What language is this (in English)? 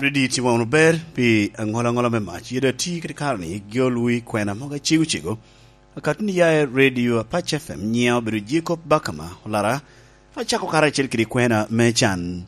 Lango (Uganda)